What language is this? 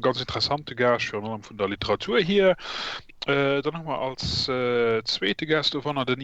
Luxembourgish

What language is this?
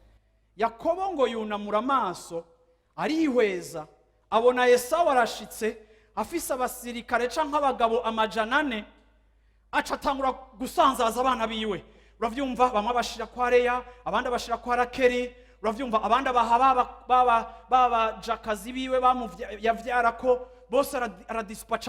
Rundi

